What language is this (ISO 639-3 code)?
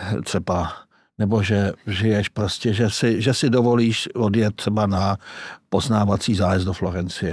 ces